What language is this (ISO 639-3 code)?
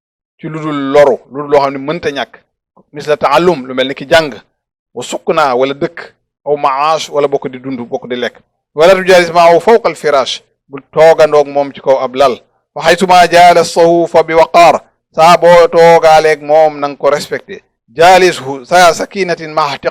wol